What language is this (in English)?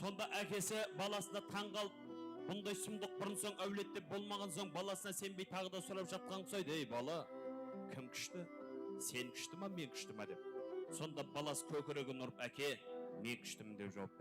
Kara-Kalpak